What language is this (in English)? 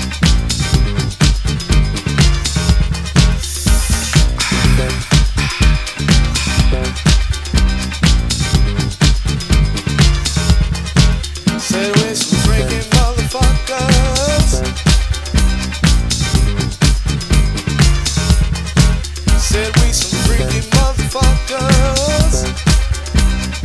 English